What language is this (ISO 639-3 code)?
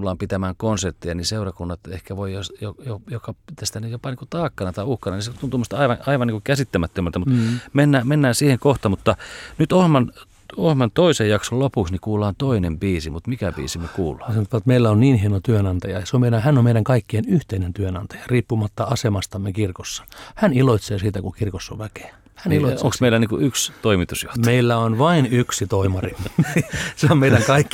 fin